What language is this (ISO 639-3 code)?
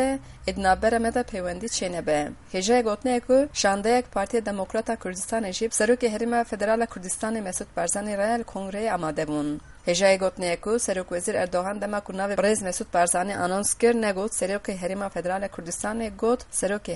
kur